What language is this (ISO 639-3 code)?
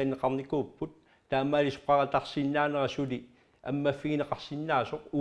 kal